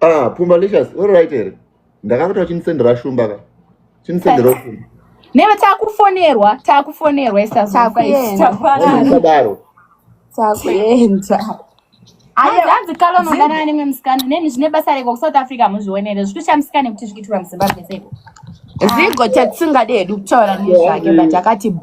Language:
Shona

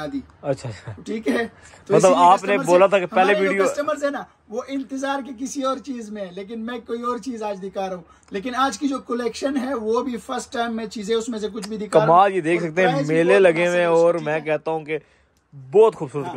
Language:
Hindi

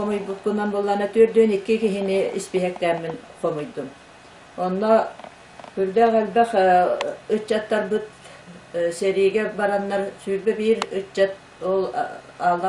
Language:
Yakut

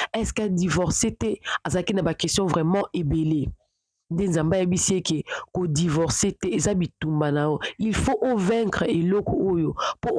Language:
Lingala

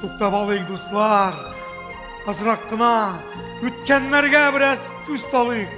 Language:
Bashkir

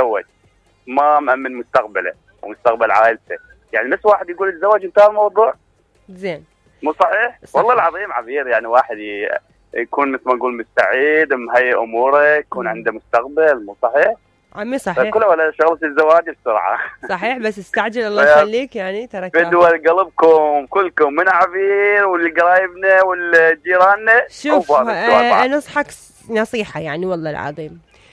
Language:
Mesopotamian Arabic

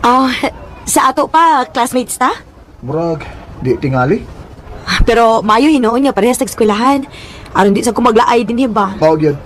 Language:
Cebuano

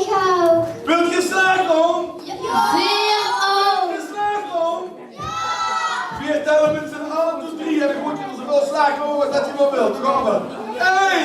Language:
Limburgish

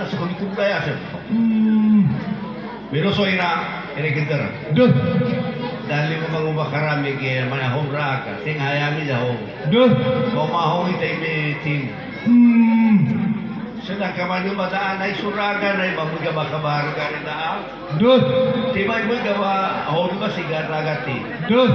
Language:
Nias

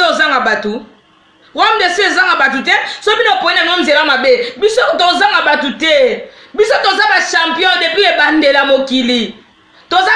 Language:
Lingala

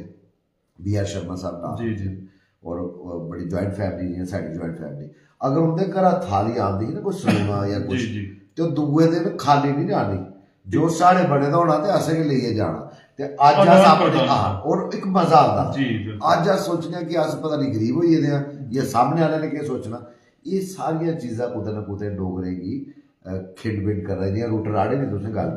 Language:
Dogri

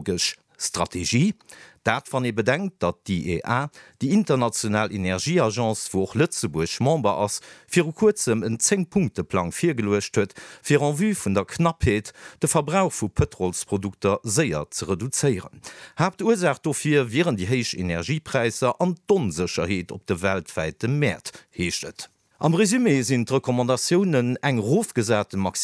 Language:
Luxembourgish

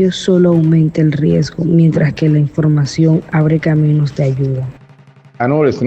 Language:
Wayuu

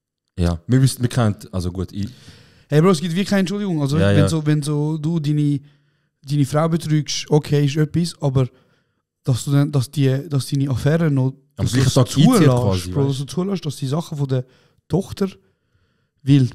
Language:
Swiss German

